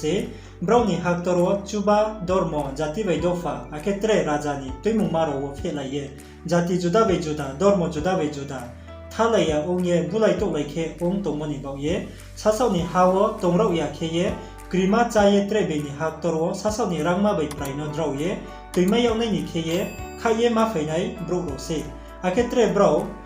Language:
Riang (India)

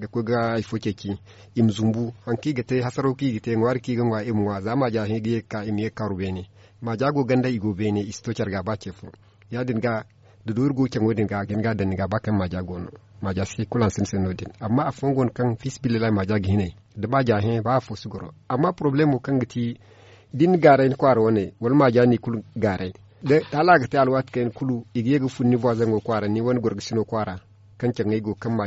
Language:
Zarma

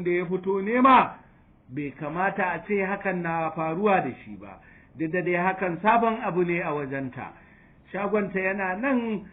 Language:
Hausa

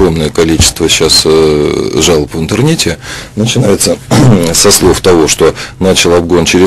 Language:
Russian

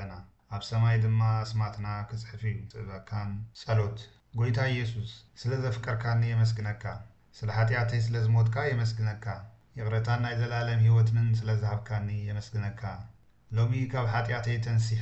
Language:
Tigrinya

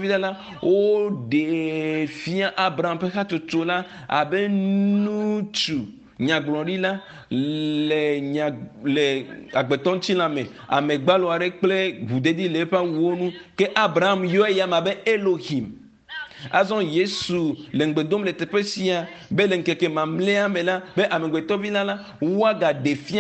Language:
Ewe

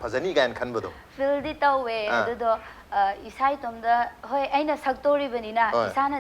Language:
Manipuri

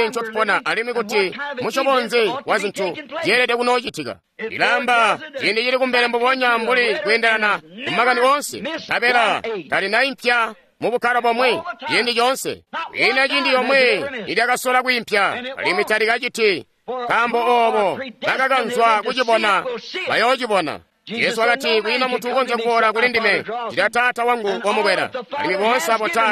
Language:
Tonga (Zambia)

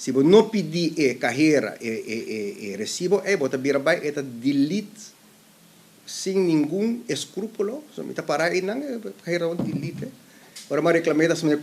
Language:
Papiamento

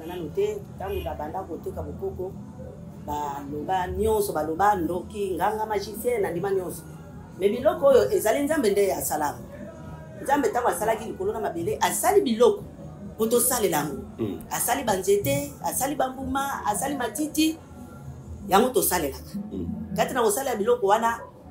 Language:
Lingala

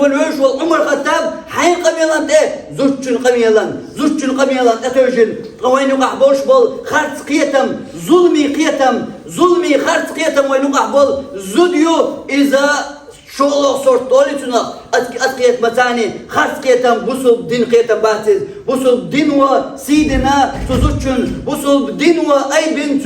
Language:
Chechen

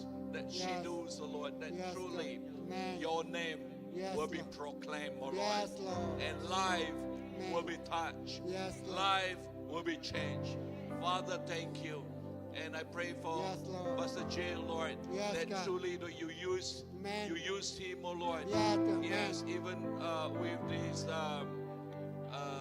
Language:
Iban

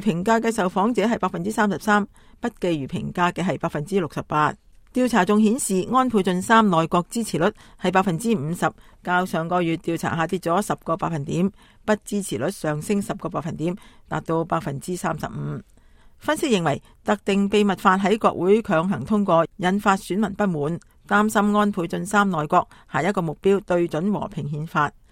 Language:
Cantonese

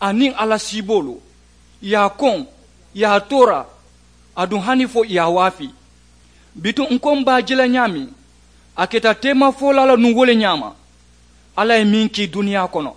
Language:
Mandingo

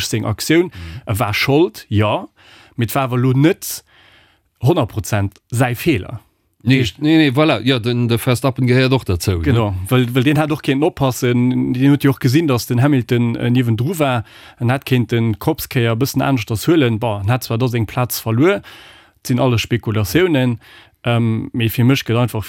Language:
Luxembourgish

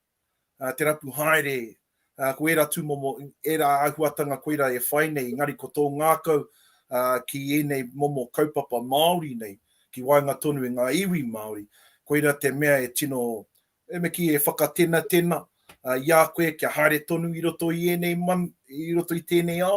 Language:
Māori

